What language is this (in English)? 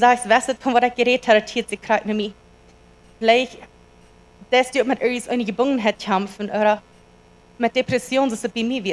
Plautdietsch